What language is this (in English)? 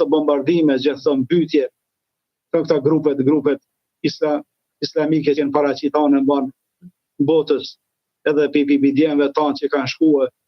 Albanian